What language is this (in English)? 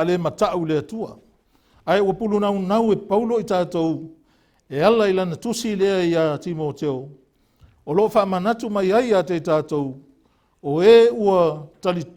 Samoan